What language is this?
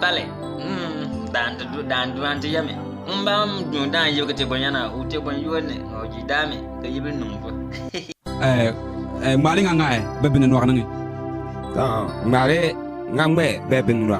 Bimoba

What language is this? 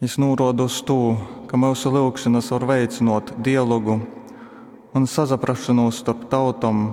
Latgalian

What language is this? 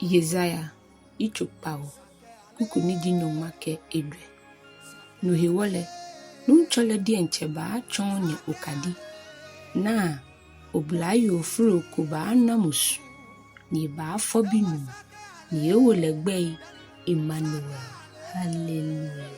Ga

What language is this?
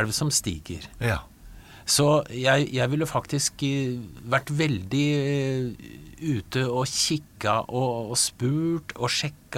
Norwegian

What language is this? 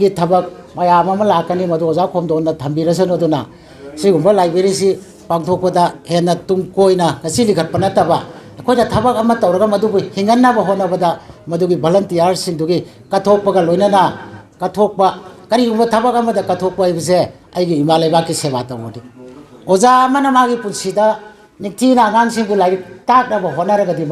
Manipuri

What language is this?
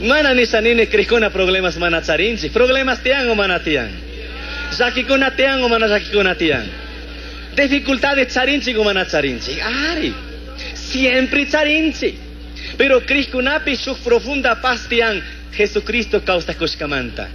Chimborazo Highland Quichua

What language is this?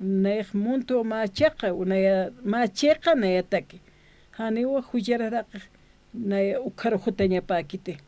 Aymara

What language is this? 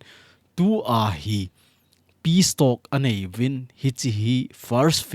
Thado Chin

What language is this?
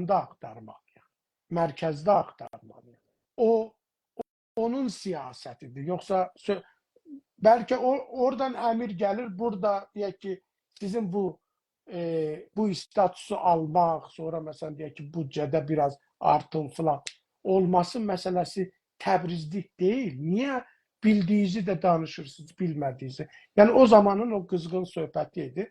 South Azerbaijani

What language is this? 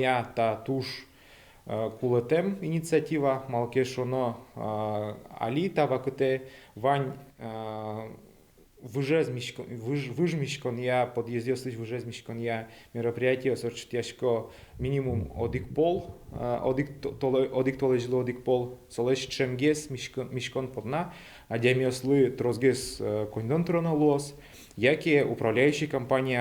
Udmurt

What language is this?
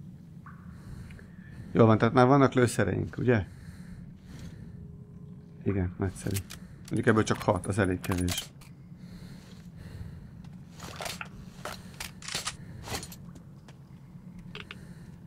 Hungarian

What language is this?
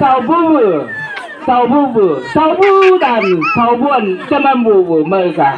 Chang Naga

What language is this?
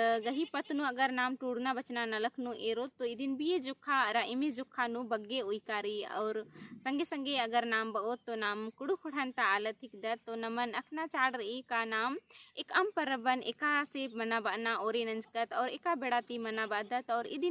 Kurukh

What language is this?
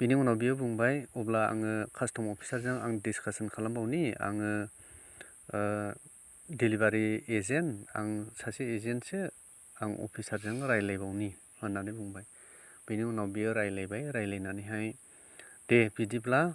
Bodo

